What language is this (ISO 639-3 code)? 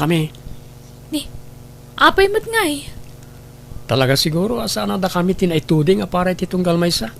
ilo